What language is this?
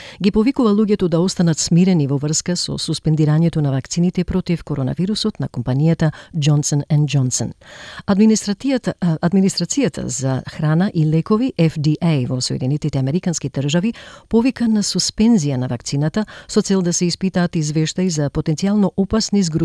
Macedonian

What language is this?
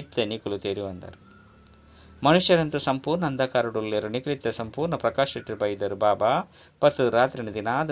Tulu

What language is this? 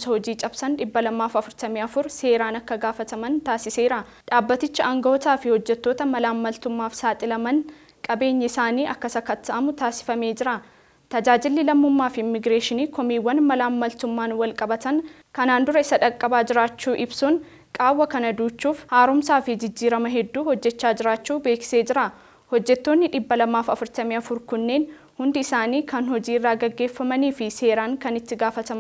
Oromo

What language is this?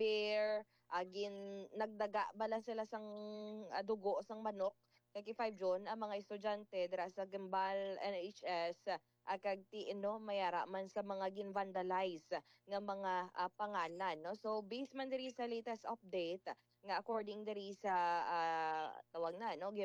Hiligaynon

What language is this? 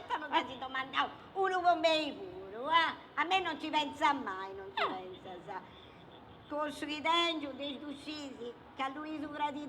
Sardinian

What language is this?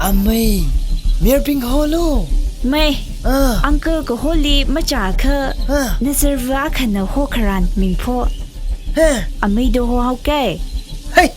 Tangkhul Naga (India)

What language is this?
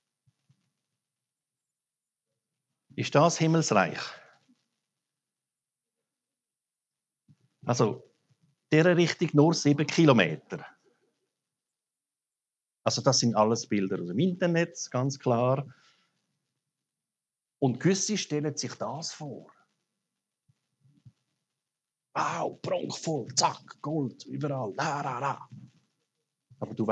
German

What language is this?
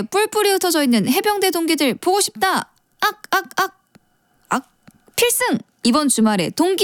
Korean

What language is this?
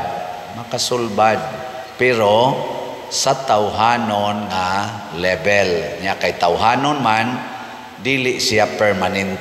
Cebuano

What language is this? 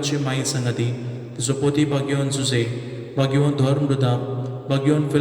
Konkani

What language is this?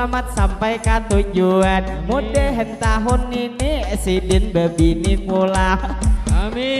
Banjar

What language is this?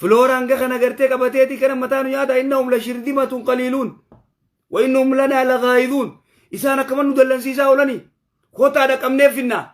Oromo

